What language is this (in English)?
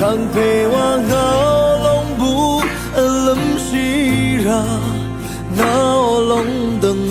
Rawang